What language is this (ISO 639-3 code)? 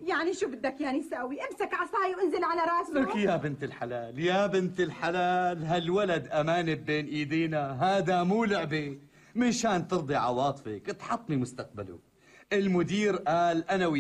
apc